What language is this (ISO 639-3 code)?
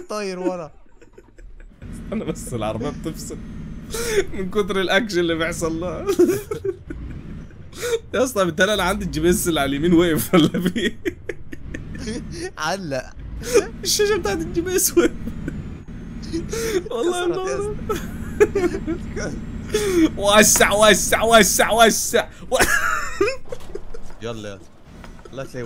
arz